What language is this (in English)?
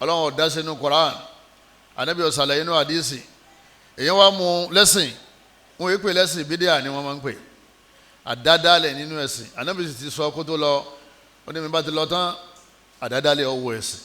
Yoruba